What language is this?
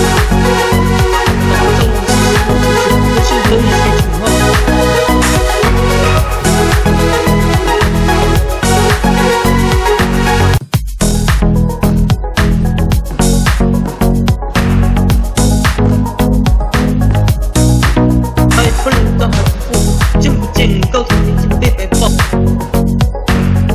Chinese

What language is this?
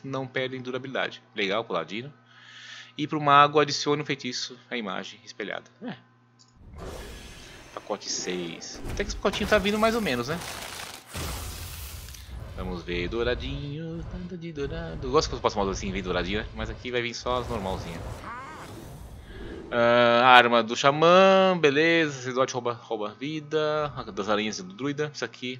Portuguese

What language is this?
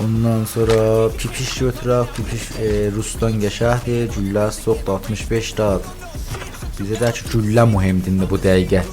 South Azerbaijani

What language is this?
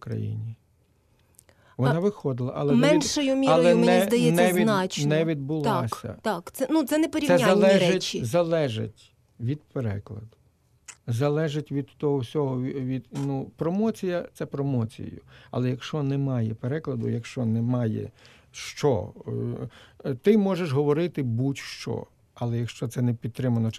Ukrainian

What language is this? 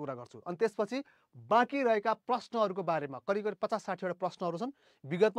Nepali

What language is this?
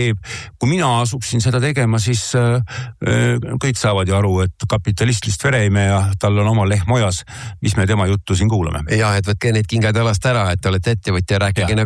Estonian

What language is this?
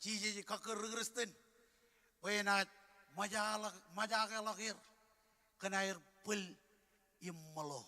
Marshallese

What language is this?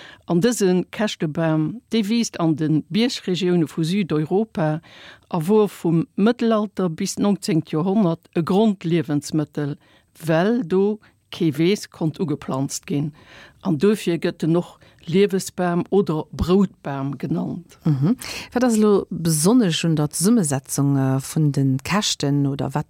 Luxembourgish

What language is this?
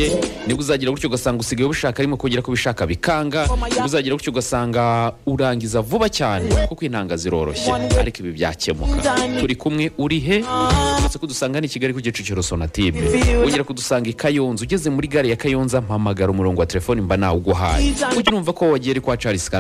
Kinyarwanda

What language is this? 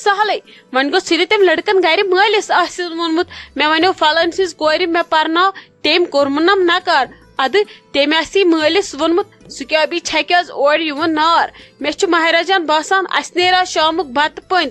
Kashmiri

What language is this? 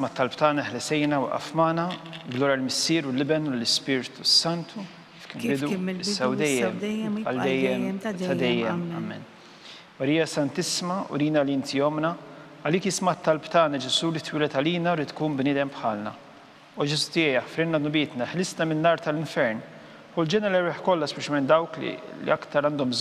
Maltese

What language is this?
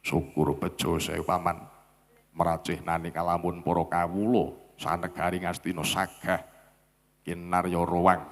Javanese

